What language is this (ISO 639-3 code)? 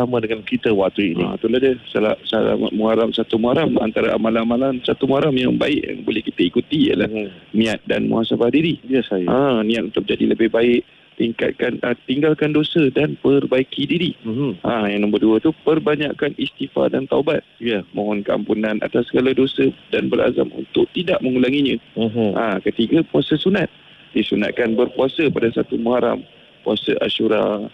msa